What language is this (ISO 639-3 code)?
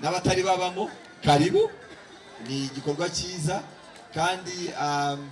kin